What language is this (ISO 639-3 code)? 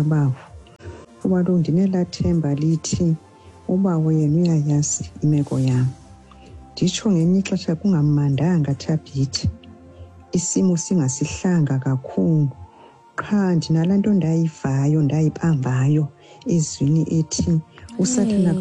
xho